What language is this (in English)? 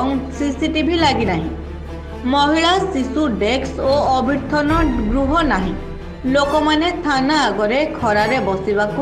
Odia